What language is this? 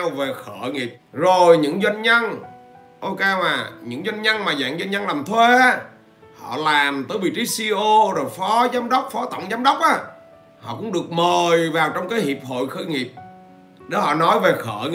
Vietnamese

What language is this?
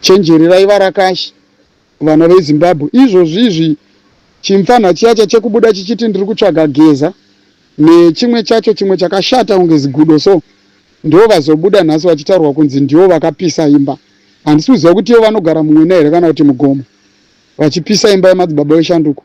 Shona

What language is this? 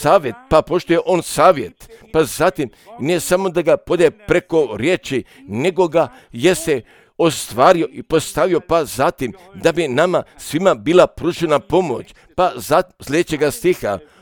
Croatian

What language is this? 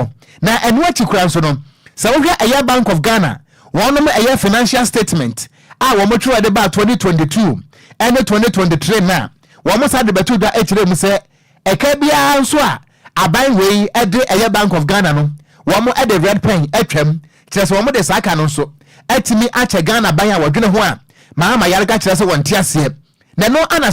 Akan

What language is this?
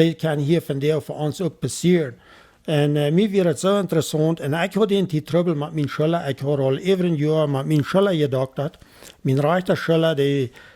Plautdietsch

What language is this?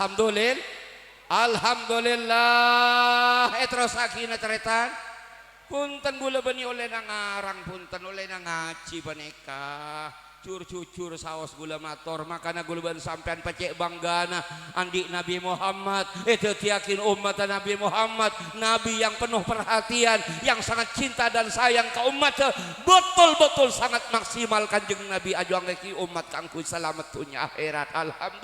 Madurese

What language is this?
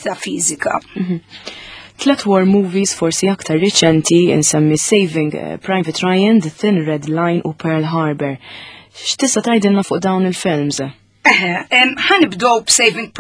Maltese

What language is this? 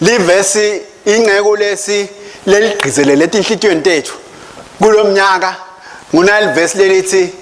Swati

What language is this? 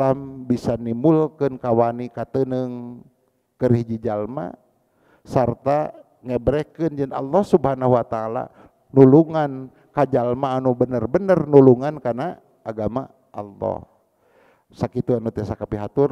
Sundanese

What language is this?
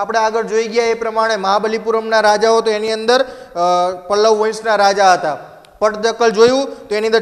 Gujarati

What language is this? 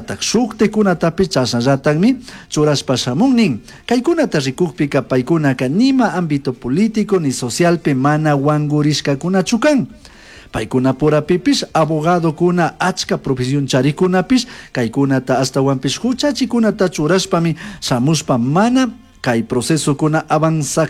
Chimborazo Highland Quichua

